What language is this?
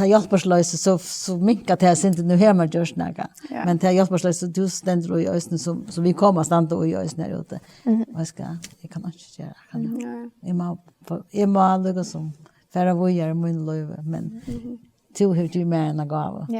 Faroese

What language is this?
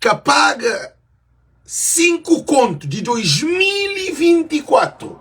Kabuverdianu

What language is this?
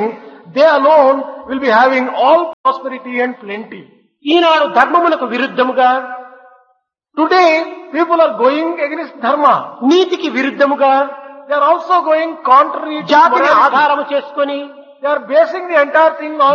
Telugu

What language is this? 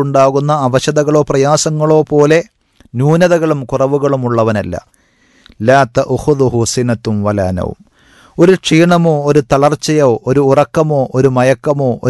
Malayalam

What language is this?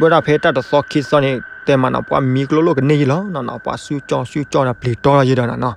S'gaw Karen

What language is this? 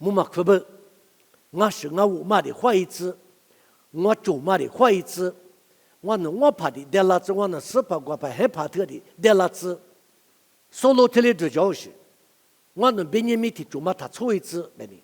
Lisu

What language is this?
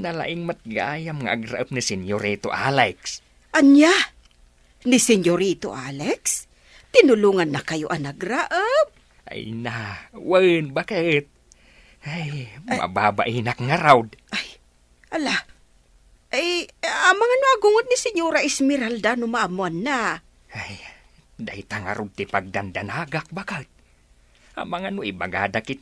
Iloko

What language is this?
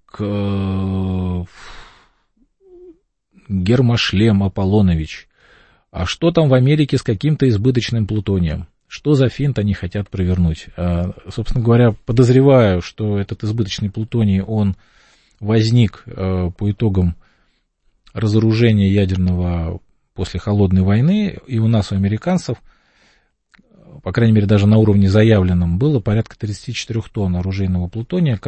Russian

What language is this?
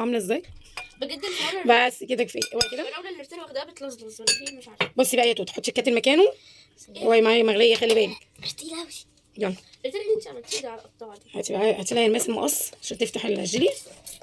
Egyptian Arabic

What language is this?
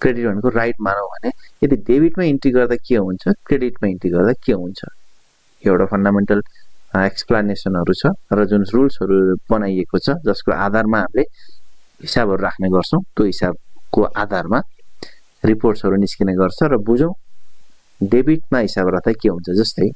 Nepali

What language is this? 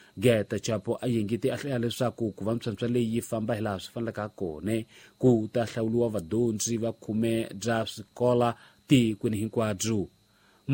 Tsonga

